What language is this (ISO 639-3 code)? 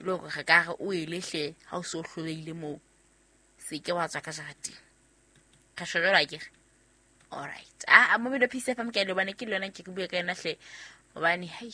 sot